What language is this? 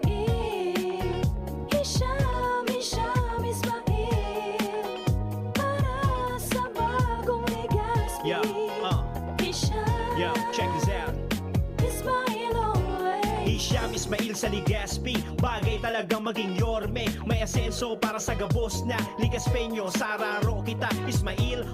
Bikol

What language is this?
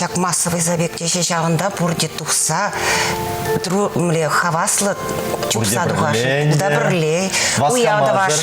Chuvash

